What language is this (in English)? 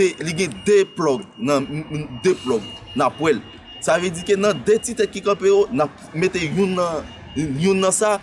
Haitian Creole